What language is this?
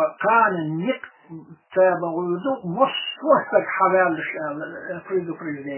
Chechen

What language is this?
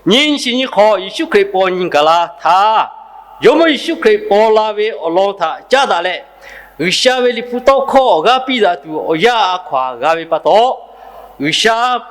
Lahu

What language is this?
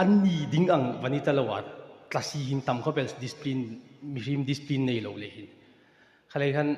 Hmar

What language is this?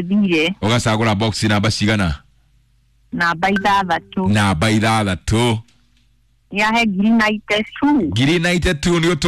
Kikuyu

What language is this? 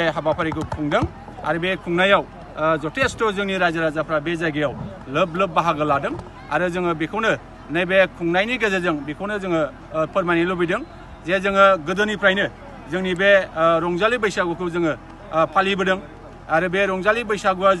Bodo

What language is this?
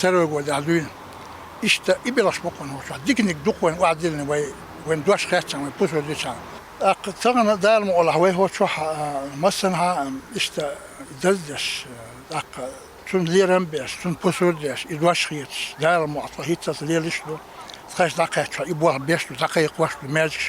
Chechen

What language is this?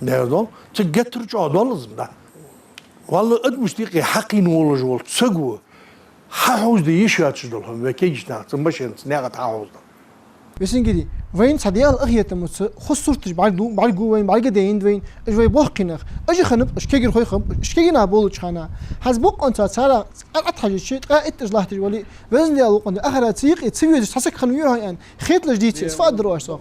Ingush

